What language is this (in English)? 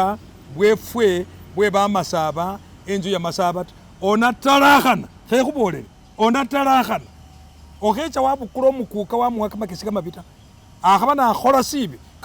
Masaaba